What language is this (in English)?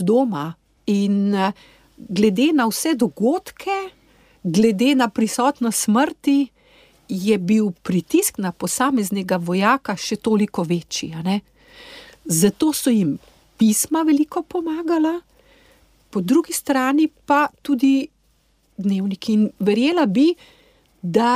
Slovenian